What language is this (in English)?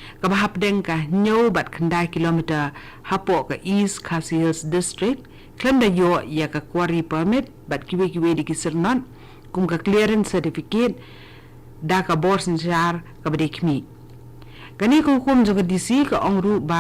Khasi